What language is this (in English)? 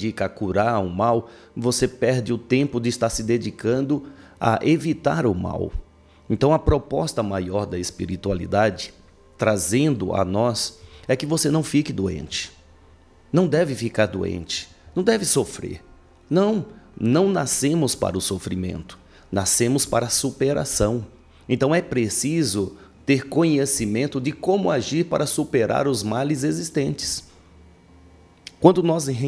Portuguese